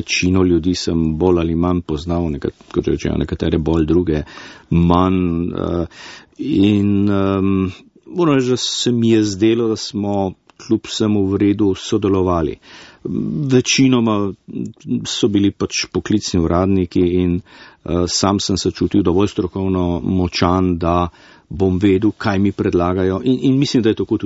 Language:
Slovenian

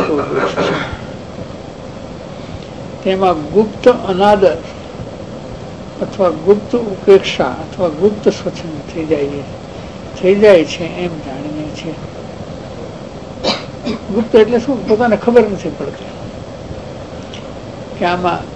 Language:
Gujarati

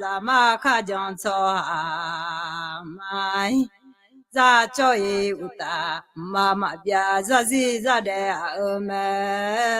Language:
Akha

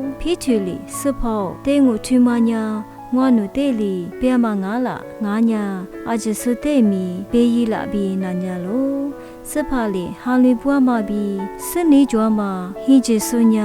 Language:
Lisu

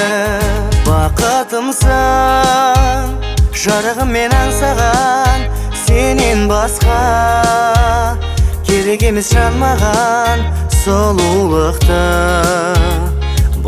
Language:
Kazakh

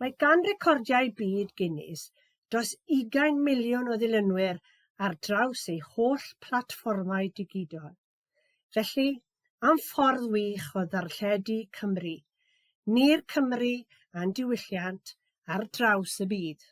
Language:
Welsh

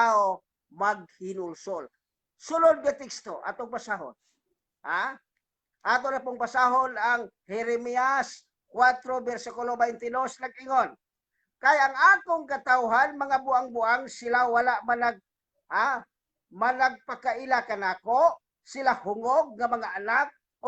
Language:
Cebuano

